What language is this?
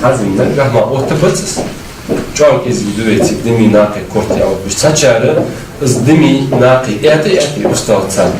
Ingush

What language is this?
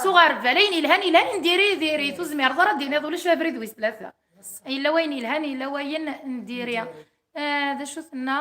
Kabyle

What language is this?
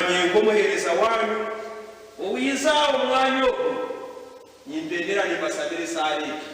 Nyankole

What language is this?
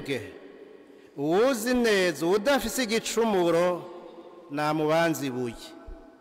Rundi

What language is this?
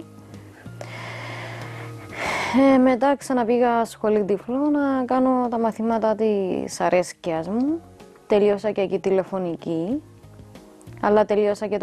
Greek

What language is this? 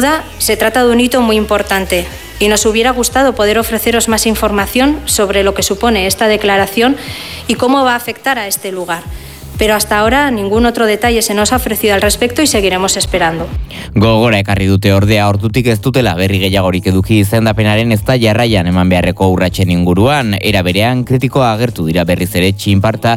Basque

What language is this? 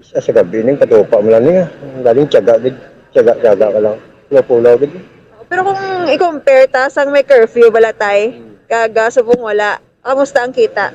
Hiligaynon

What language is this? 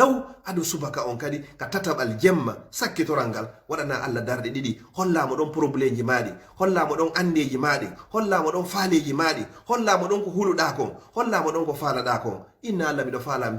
Fula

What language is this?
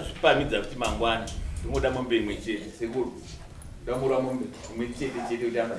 Shona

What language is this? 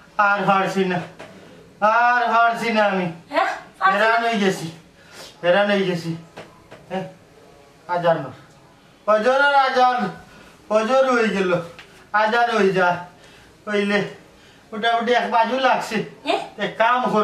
Sylheti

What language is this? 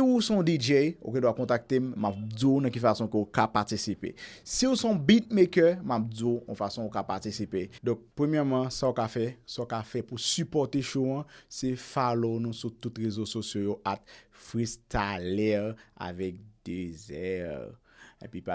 Haitian Creole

